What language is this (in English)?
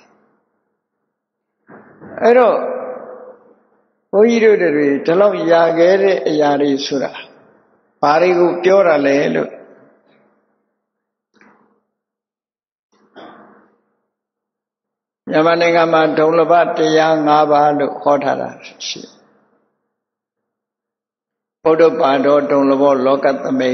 Burmese